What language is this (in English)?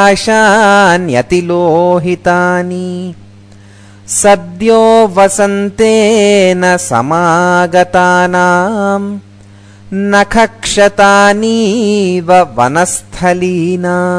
Sanskrit